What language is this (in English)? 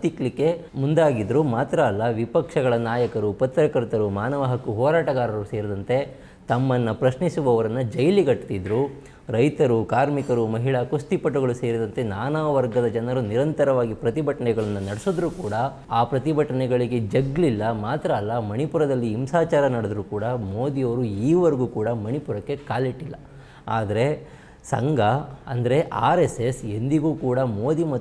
Kannada